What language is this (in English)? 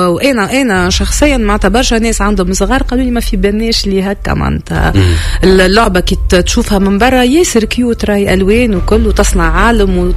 Tunisian Arabic